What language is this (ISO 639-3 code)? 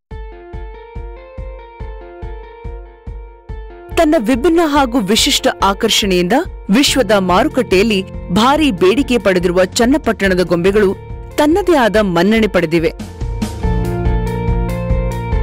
kan